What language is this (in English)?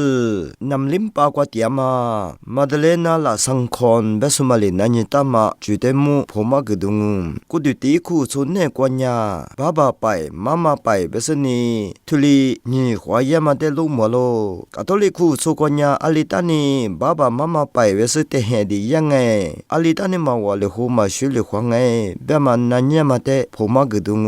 Lisu